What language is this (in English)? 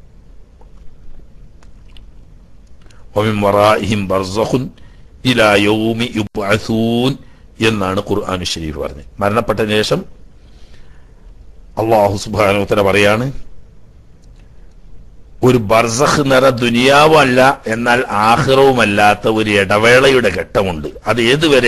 Malayalam